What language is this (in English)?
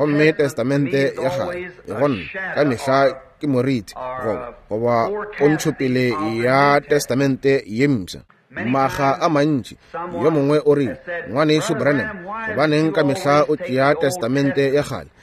Northern Sotho